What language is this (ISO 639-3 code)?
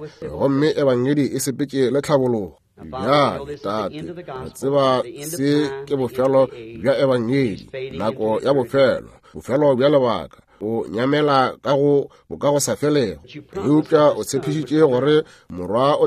nso